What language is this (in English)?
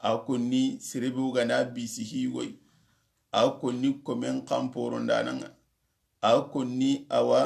Soninke